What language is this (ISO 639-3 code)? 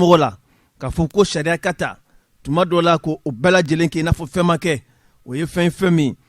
bam